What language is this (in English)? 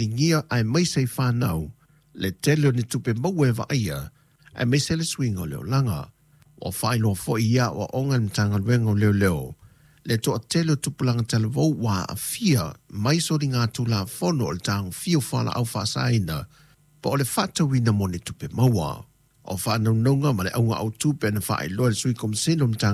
Samoan